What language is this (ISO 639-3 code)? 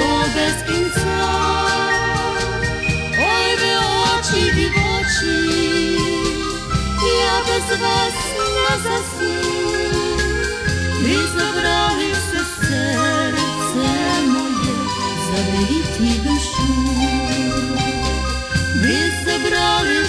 ukr